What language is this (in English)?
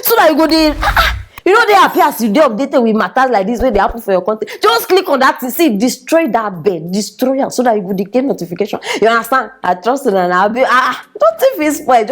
Nigerian Pidgin